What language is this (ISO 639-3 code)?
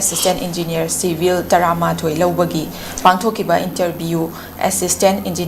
mni